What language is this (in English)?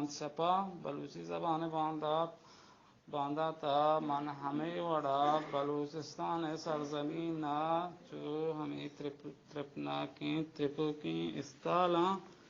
Baluchi